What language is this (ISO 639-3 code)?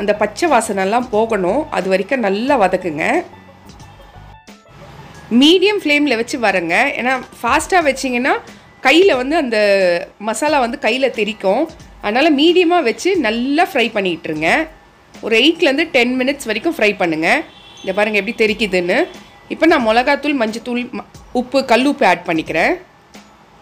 tam